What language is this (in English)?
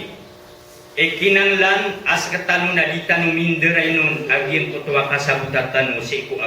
Maranao